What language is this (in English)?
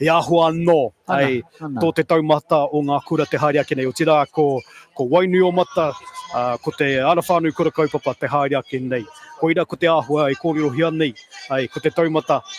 Māori